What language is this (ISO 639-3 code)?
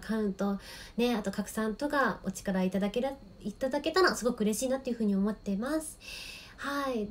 jpn